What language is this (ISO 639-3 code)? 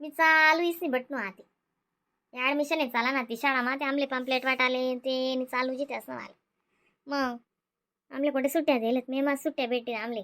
khn